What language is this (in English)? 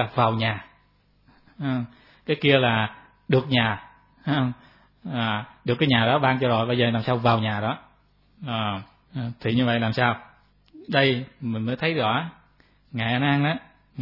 Vietnamese